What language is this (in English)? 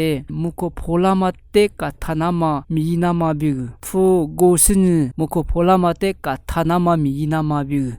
Lisu